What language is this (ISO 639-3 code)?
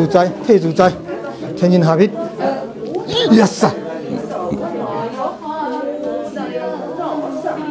zho